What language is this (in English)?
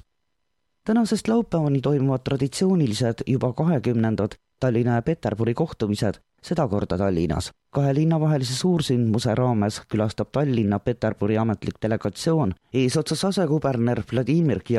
Estonian